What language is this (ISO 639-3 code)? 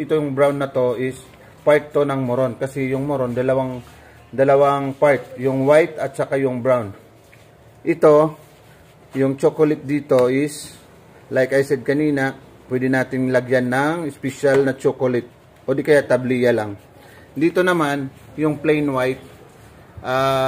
fil